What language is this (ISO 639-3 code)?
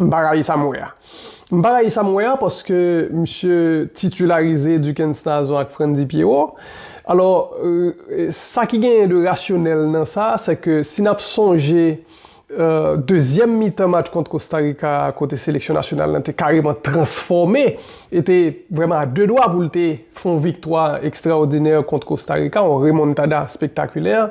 hat